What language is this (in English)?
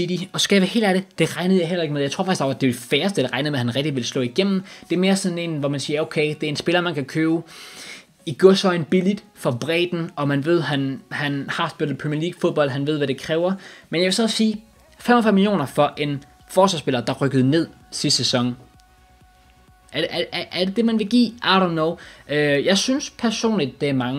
Danish